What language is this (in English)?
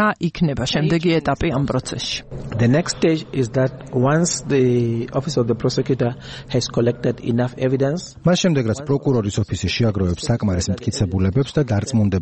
Georgian